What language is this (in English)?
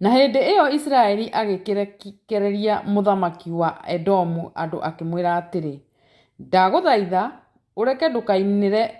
Kikuyu